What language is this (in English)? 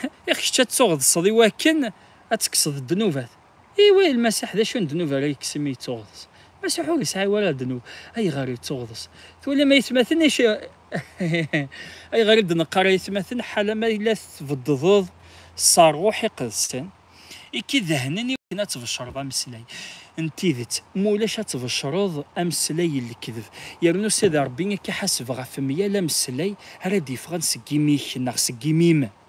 Kabyle